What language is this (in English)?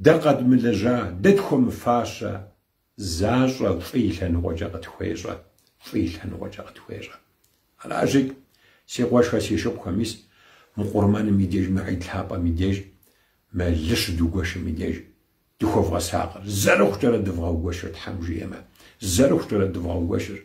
Kabardian